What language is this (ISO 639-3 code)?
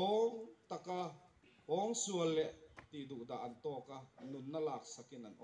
lus